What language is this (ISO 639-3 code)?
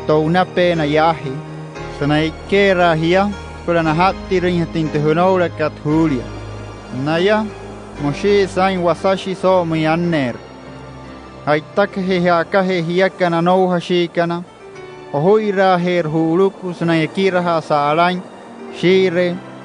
guc